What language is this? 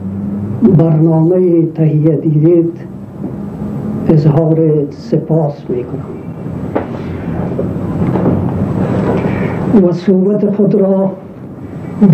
Persian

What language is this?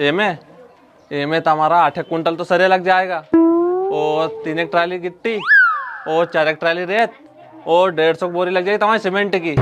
Rajasthani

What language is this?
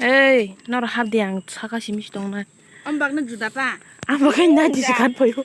Kok Borok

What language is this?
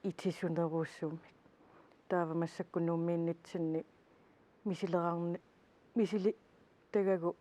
Kalaallisut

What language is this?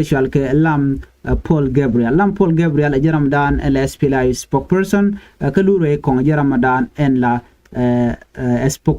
Nuer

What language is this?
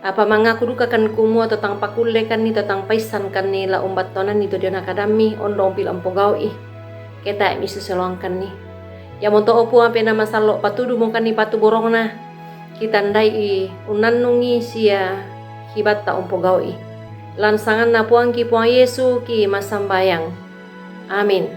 Toraja-Sa'dan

